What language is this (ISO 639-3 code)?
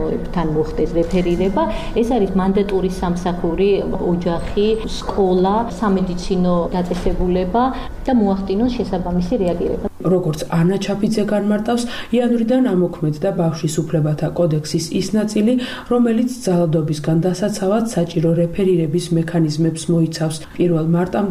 kat